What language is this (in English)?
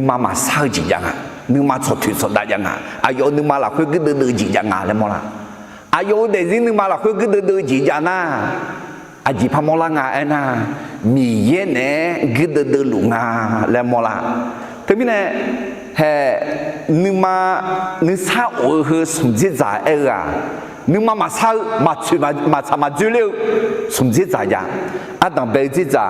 Akha